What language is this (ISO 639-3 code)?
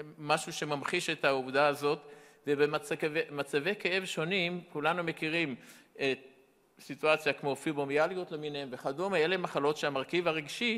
heb